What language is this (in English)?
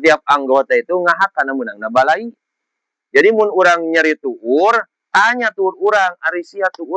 Sundanese